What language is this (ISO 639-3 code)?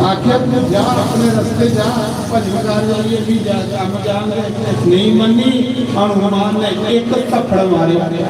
doi